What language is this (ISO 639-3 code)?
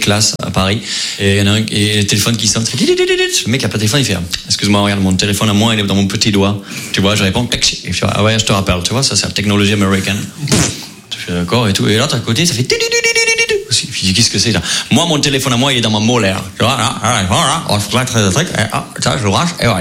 fra